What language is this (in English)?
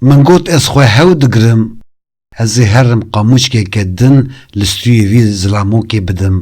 Kurdish